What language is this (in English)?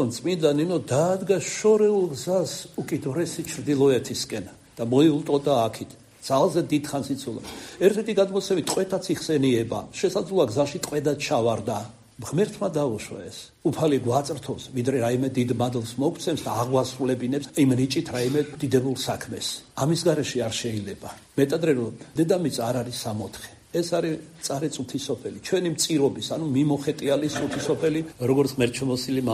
Georgian